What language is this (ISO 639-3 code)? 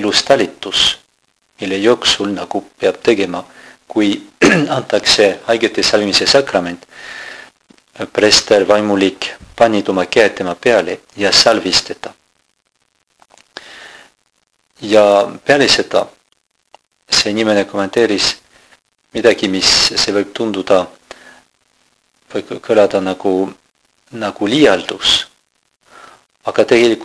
est